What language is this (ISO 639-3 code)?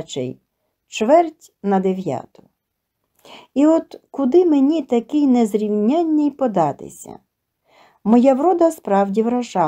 ukr